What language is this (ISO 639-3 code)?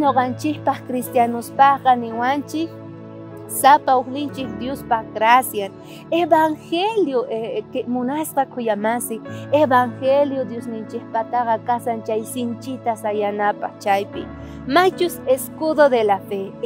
quh